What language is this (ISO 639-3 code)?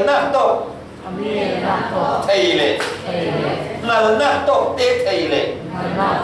cfm